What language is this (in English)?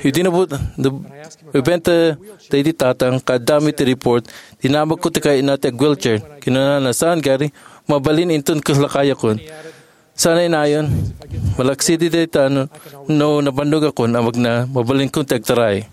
Iloko